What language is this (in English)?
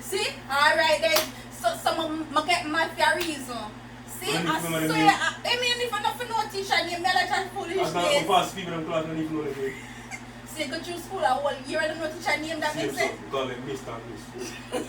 Jamaican Creole English